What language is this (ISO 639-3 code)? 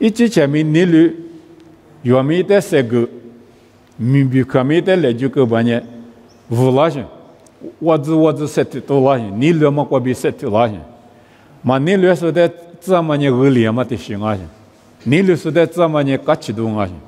lis